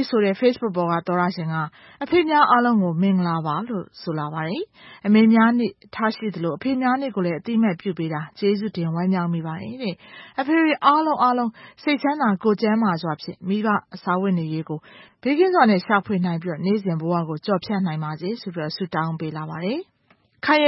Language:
Burmese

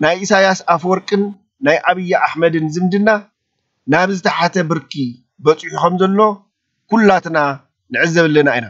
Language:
Tigrinya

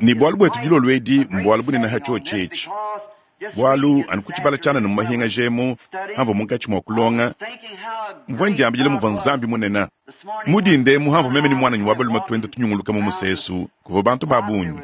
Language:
Luba-Lulua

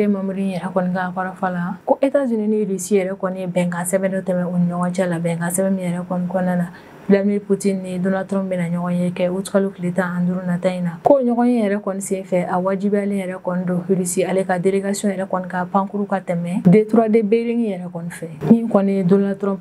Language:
Bambara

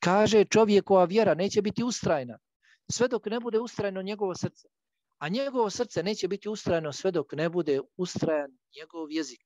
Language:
Bosnian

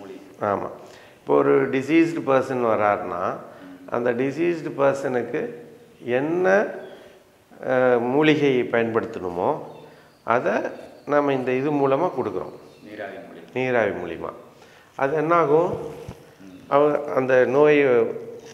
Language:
Tamil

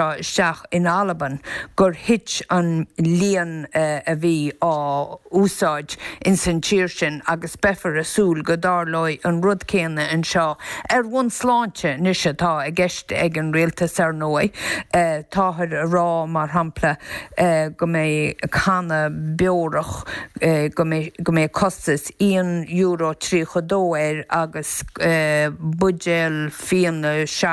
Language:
Irish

